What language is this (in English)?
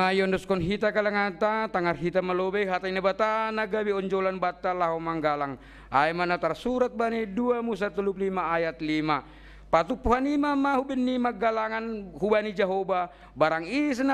Batak Simalungun